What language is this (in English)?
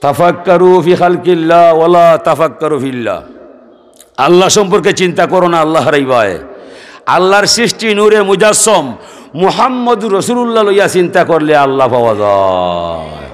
Sylheti